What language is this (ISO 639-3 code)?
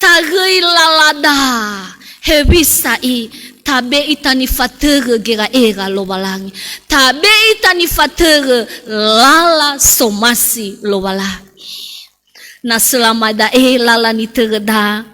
nia